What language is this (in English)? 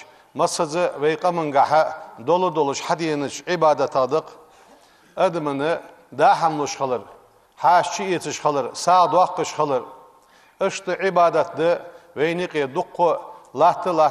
Ingush